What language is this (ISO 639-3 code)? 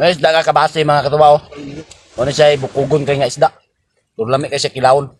ceb